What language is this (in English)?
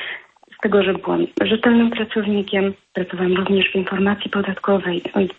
Polish